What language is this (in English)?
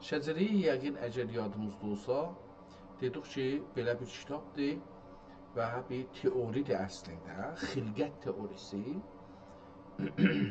South Azerbaijani